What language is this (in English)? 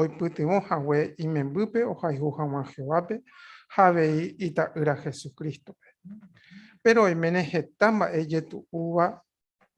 Guarani